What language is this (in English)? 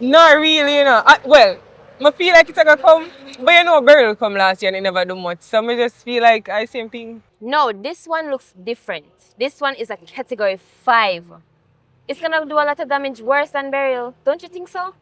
Jamaican Creole English